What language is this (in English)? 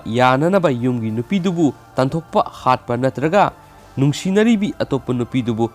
Manipuri